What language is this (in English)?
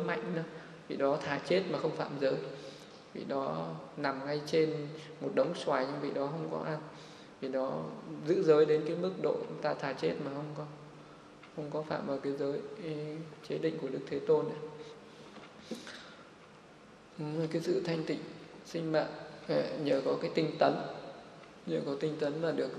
Vietnamese